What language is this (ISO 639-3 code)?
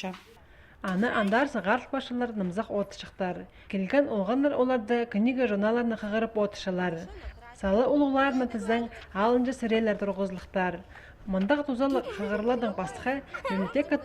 kjh